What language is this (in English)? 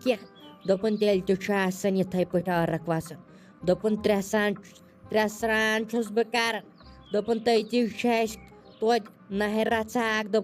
Kashmiri